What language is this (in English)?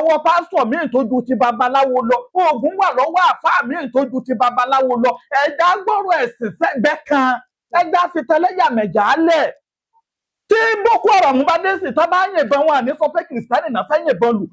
Yoruba